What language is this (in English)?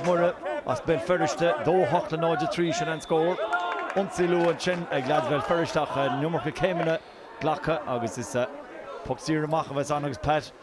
Irish